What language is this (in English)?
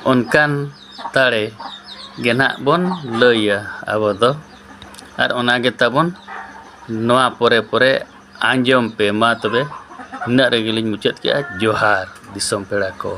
Santali